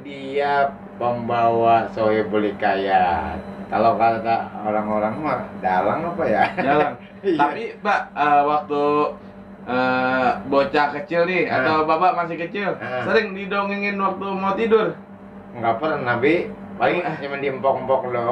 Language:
Betawi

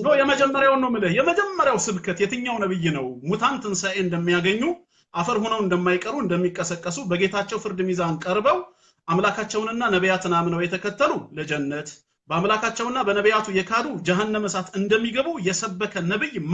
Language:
Amharic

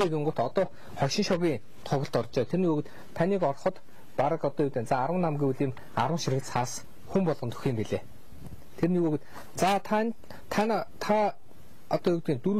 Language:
Mongolian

